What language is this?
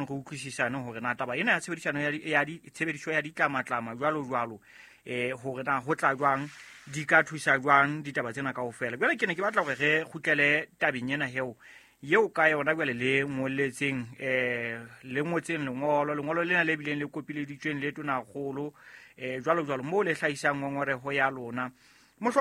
Southern Sotho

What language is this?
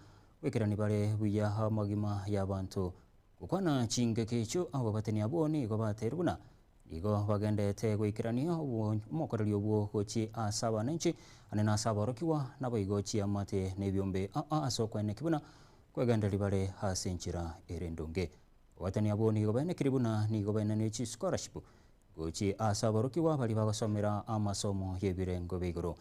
Gusii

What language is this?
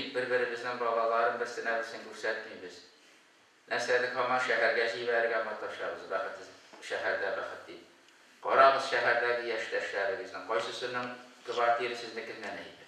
Tatar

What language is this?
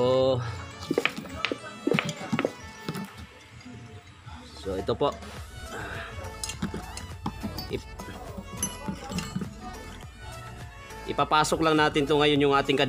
Filipino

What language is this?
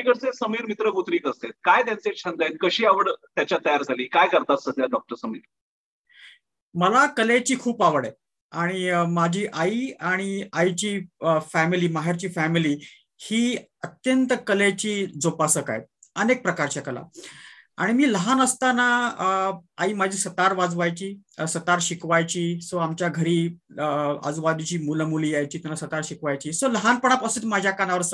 Marathi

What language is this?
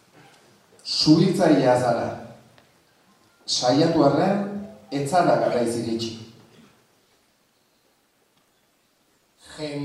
Basque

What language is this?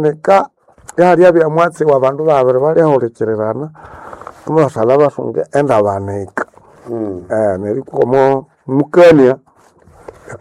Nande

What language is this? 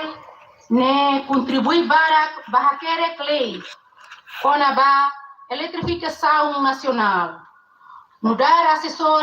Tetum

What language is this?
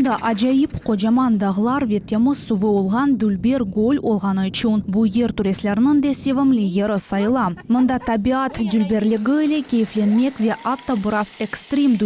Crimean Tatar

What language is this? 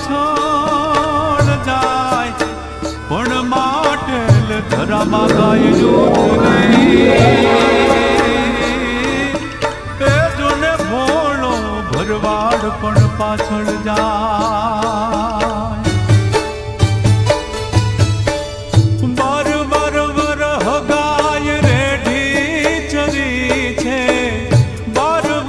Gujarati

